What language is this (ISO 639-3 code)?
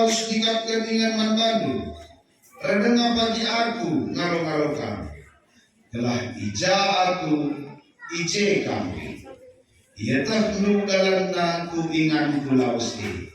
btx